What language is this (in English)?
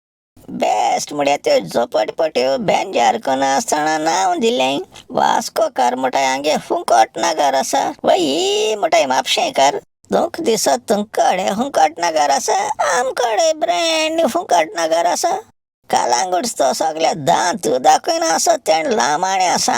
Konkani